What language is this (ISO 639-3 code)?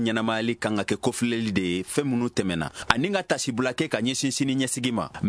bam